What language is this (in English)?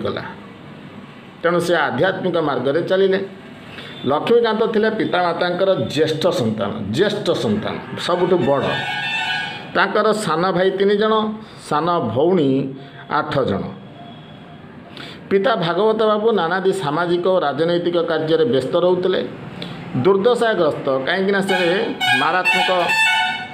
Odia